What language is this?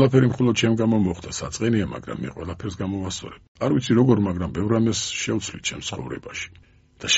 Georgian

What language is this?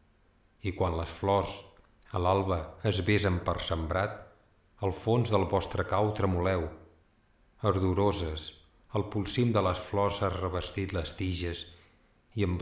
Catalan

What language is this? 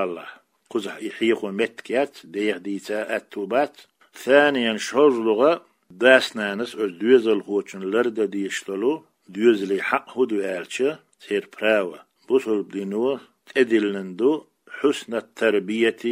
Chechen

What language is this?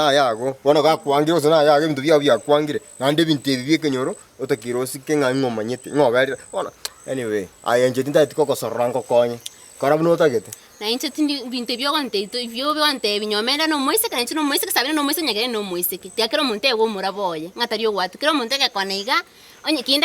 Gusii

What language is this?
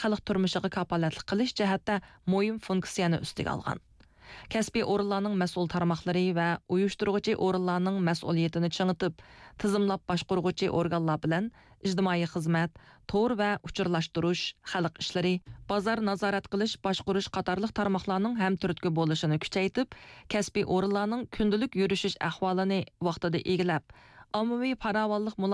Uyghur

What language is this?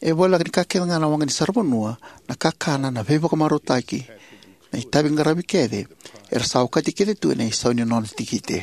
Fijian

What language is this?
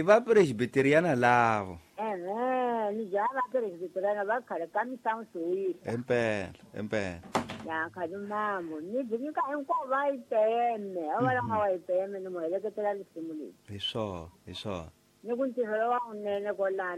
Tsonga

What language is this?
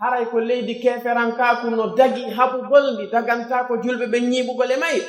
Pular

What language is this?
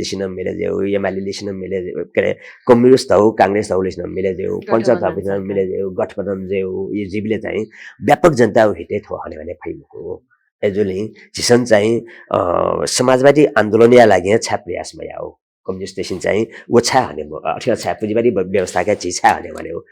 Newari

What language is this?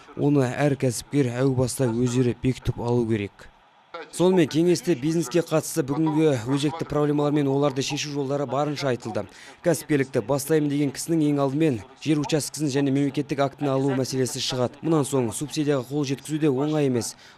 Kazakh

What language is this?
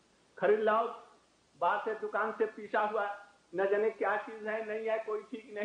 Hindi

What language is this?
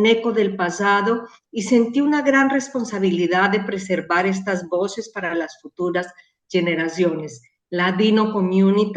Ladino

